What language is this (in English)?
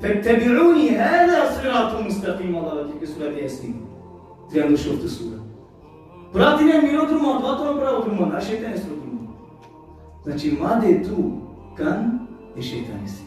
Balkan Romani